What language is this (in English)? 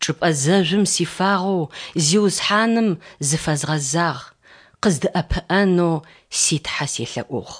Adyghe